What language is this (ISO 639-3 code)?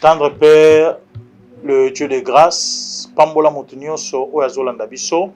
lin